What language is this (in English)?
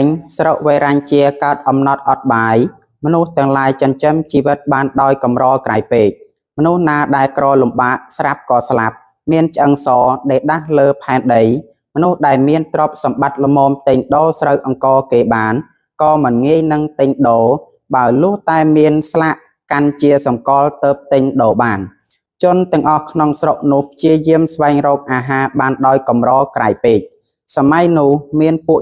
Khmer